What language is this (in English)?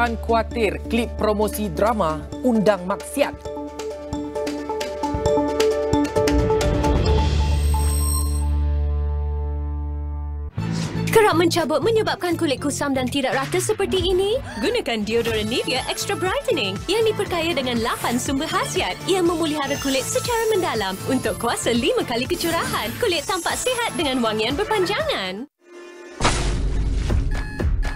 Malay